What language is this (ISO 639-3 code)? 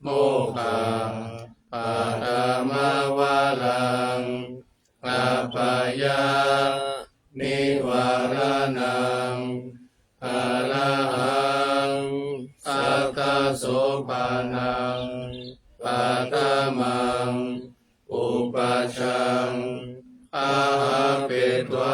pli